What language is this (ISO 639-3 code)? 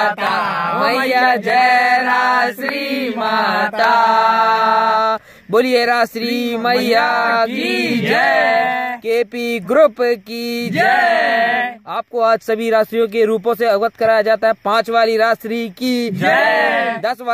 hin